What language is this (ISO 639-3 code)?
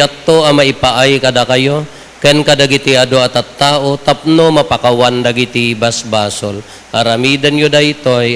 ilo